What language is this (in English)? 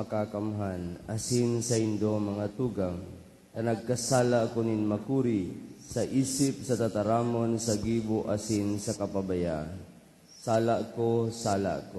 Bikol